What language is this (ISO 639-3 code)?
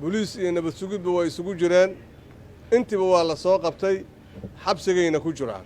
som